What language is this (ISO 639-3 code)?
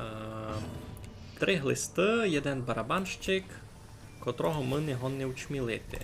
rue